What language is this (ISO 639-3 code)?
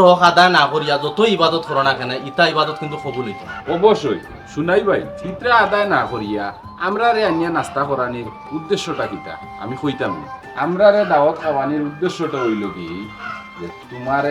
syl